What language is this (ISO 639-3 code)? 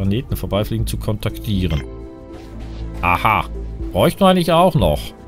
deu